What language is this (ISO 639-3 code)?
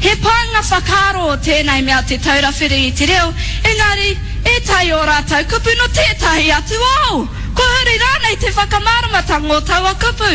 mri